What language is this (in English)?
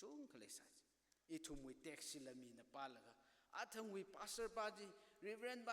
Tangkhul Naga (India)